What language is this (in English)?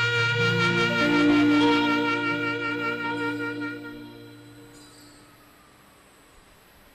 Tamil